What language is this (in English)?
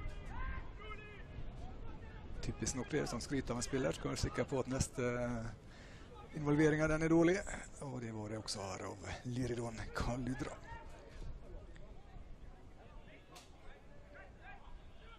Norwegian